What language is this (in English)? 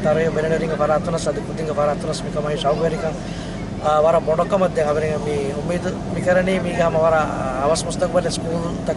Divehi